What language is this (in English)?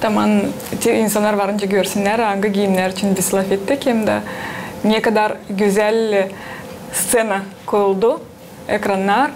Gagauz